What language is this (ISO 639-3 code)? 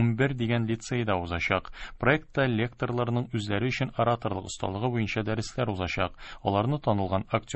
tat